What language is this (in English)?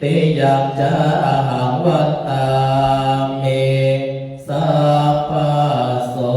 Pali